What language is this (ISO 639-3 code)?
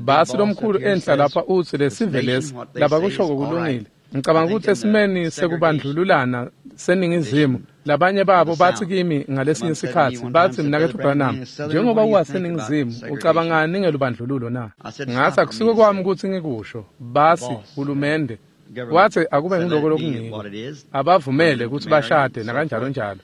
ssw